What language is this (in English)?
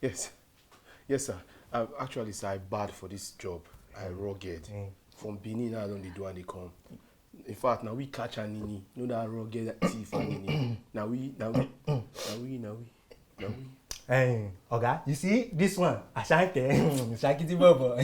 Nigerian Pidgin